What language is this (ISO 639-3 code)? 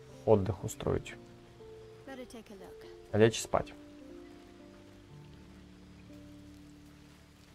rus